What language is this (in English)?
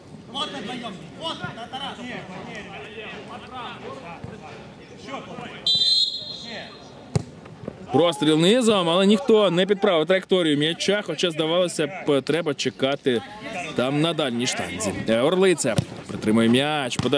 Ukrainian